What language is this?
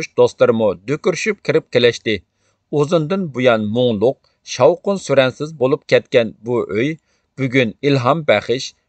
Uyghur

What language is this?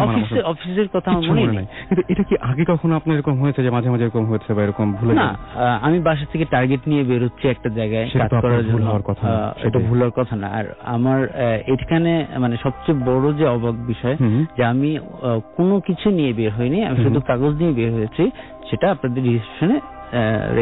Bangla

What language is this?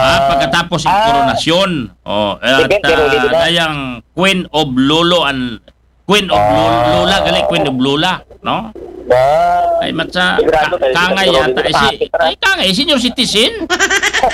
Filipino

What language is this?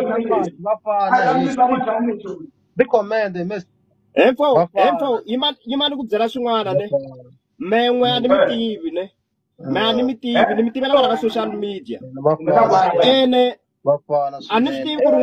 Tsonga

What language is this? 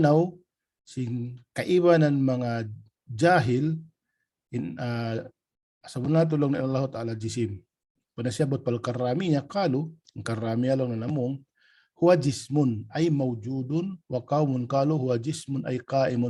Tausug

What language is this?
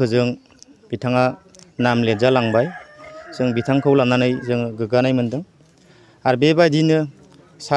Bodo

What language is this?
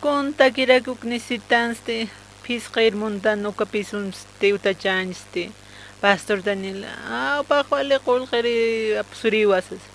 Aymara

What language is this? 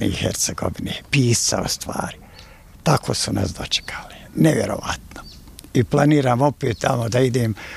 Bosnian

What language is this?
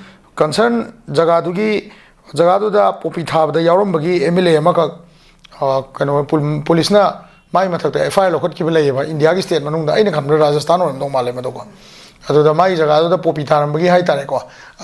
Manipuri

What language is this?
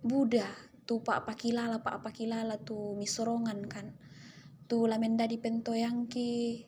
Toraja-Sa'dan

